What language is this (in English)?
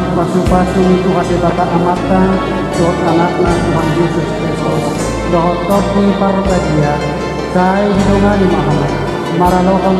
Batak Toba